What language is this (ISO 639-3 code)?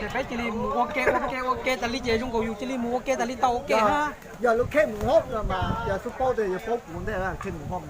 hmn